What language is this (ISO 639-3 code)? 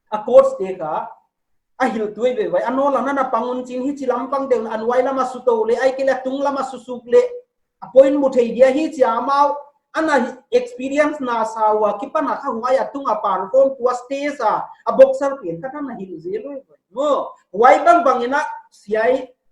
pck